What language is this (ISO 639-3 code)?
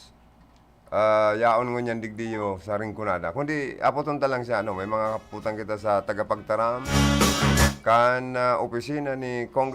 bik